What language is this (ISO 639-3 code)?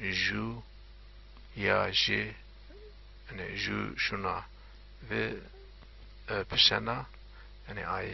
zza